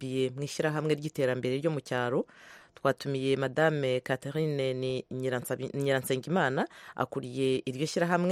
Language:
Kinyarwanda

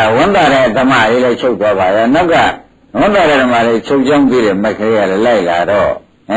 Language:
Burmese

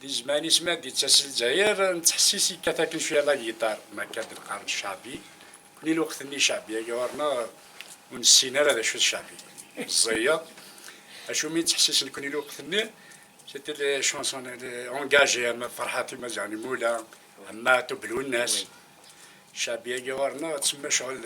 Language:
Kabyle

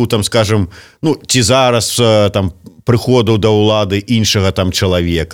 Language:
Belarusian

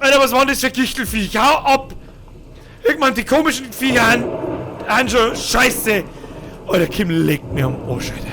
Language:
Bavarian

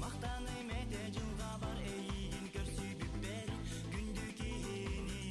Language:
Yakut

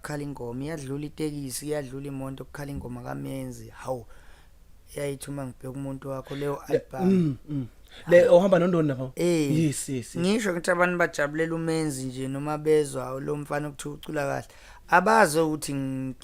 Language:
Zulu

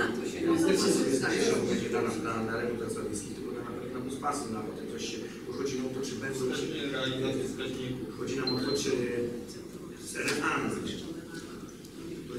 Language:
Polish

